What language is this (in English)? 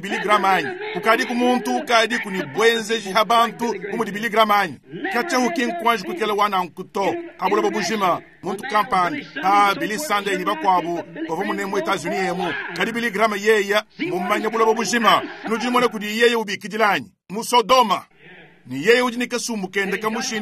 Luba-Lulua